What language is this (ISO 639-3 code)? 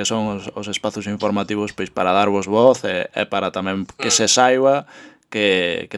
glg